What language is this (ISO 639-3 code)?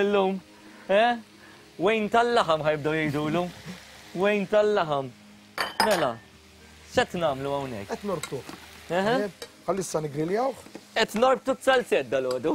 mlt